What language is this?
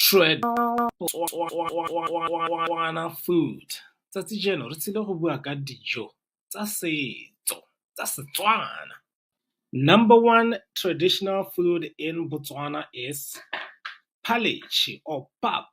Tswana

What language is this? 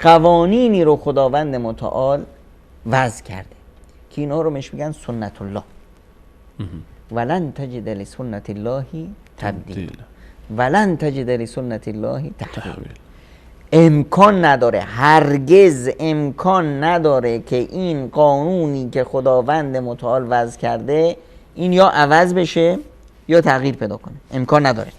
Persian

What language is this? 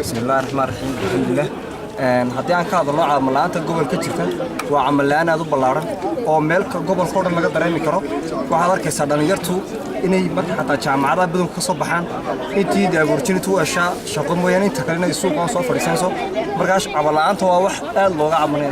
Somali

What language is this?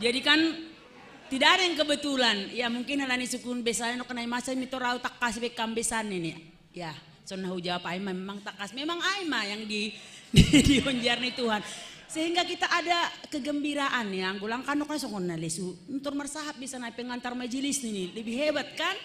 Batak Simalungun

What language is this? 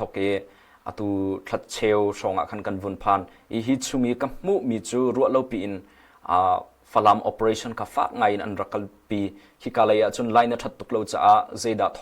Hakha Chin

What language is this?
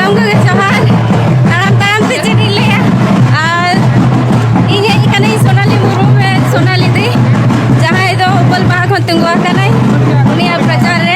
Santali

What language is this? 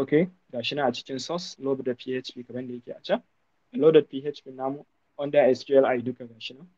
Hausa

